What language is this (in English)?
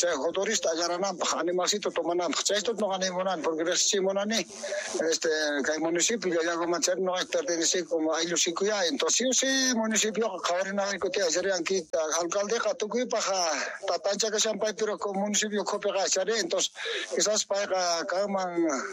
Quechua